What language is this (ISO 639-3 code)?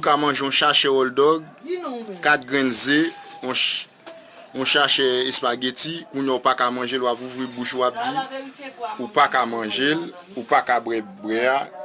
hat